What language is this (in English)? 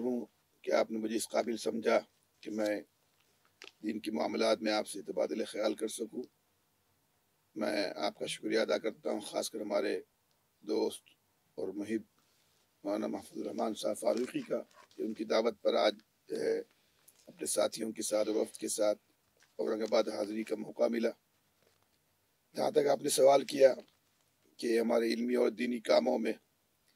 Urdu